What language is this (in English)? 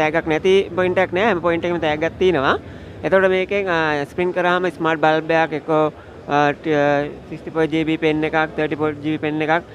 Sinhala